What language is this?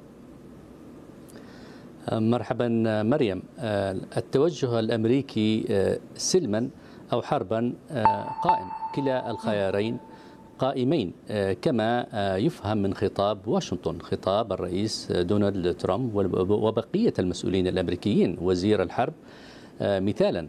Arabic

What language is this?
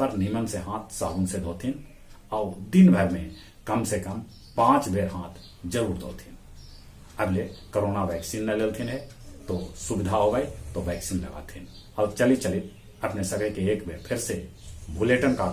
Magahi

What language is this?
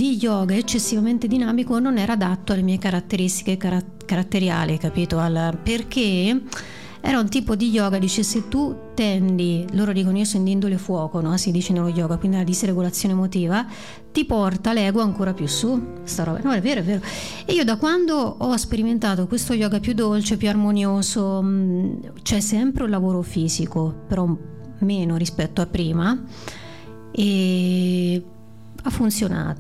Italian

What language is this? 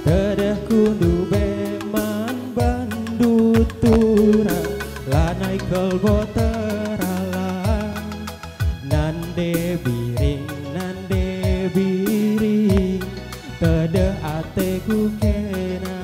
Batak Karo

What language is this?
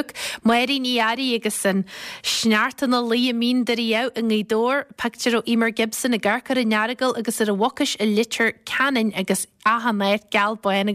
Irish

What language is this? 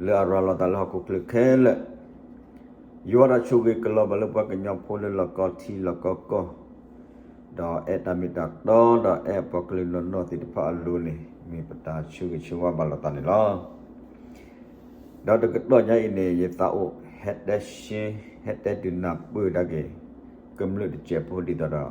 S'gaw Karen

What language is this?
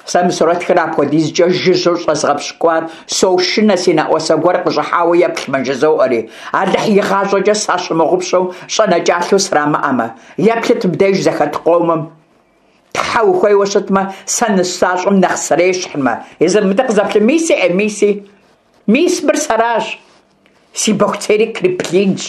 Kabardian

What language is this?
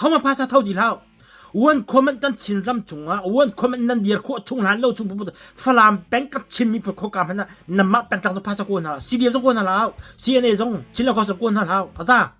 Hakha Chin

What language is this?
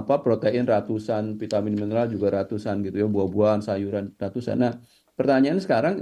Indonesian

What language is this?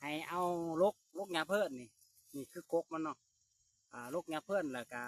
Lao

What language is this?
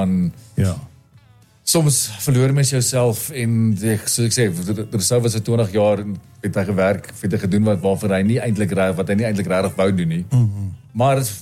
Afrikaans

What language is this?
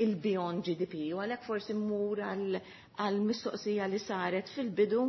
Maltese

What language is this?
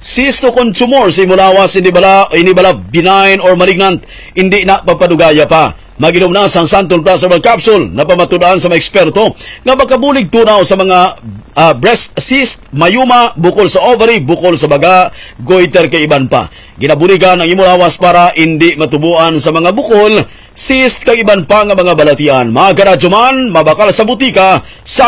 Hiligaynon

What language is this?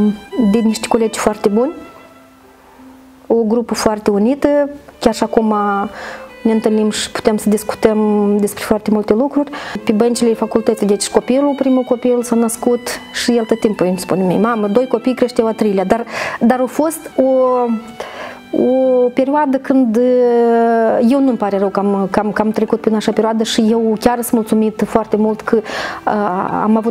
Romanian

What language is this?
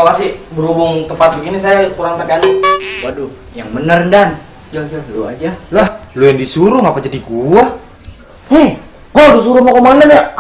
Betawi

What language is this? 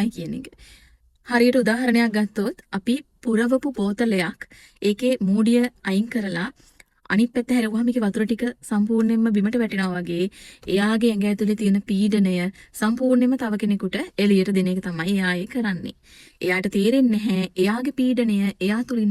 Sinhala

